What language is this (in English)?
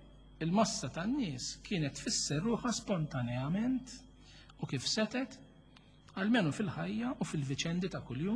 Maltese